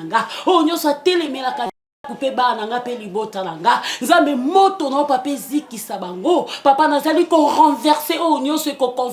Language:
Lingala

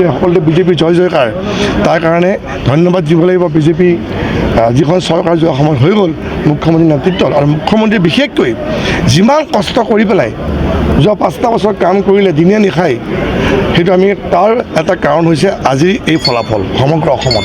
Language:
Assamese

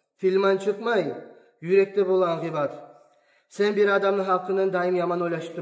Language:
Kumyk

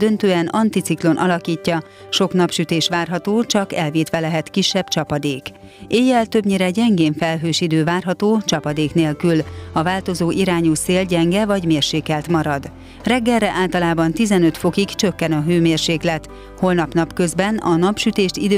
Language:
Hungarian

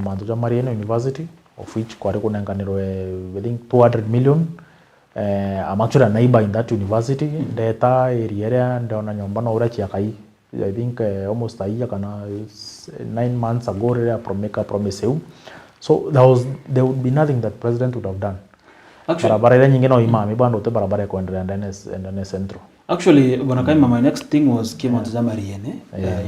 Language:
Meru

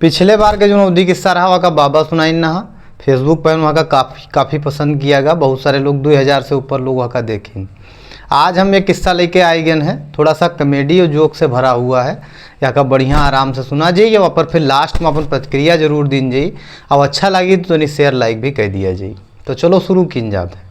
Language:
Awadhi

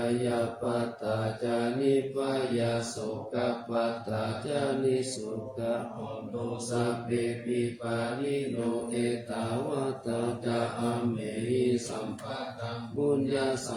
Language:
Pali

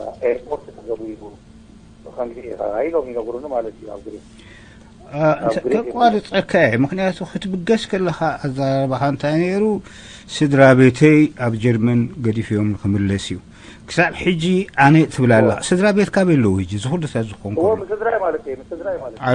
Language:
Tigrinya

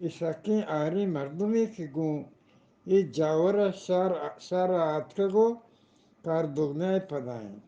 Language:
Eastern Balochi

